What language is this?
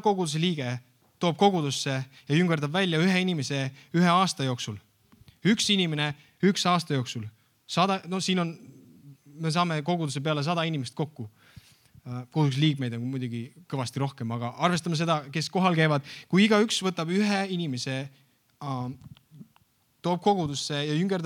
Estonian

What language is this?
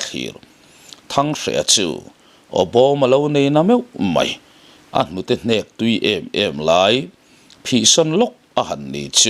Mizo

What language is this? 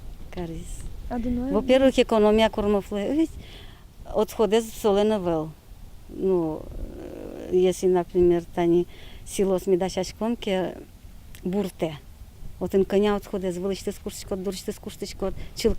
Udmurt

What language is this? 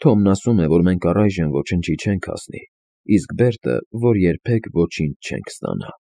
Armenian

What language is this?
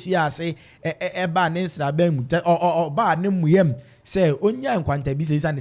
Akan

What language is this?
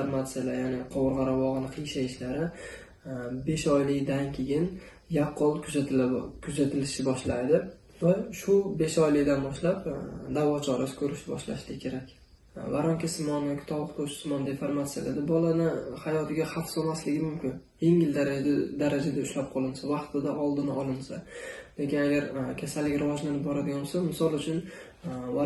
Uzbek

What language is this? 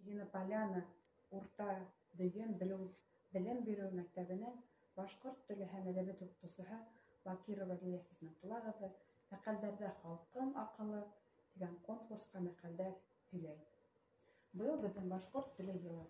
Bashkir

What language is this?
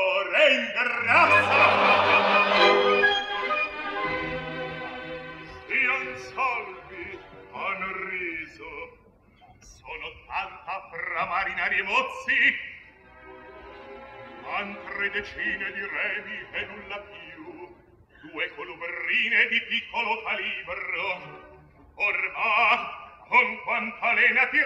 Italian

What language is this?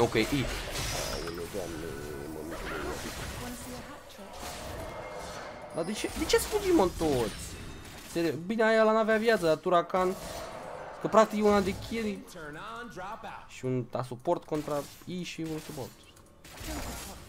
Romanian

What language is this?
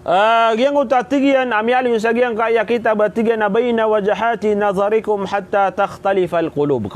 Maranao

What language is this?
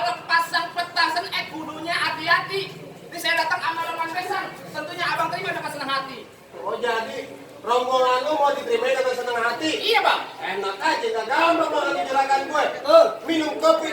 Betawi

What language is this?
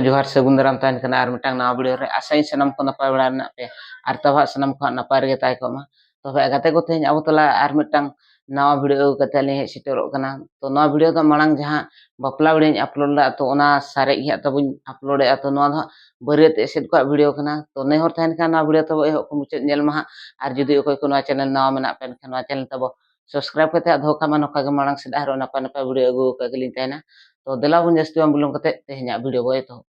Santali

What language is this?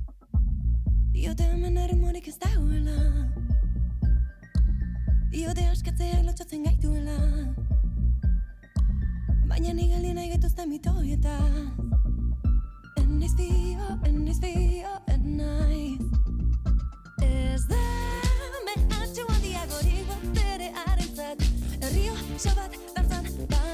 Basque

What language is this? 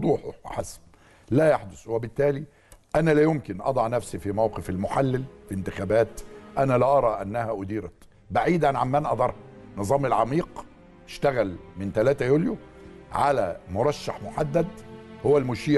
Egyptian Arabic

